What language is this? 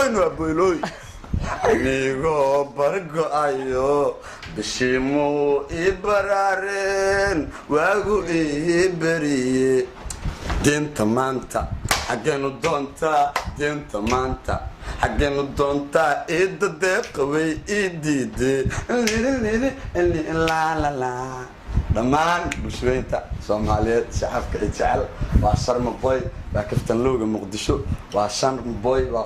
Somali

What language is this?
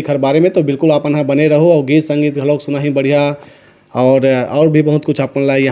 Chhattisgarhi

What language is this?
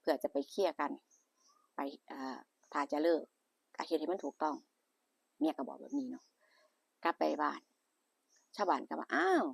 Northeastern Thai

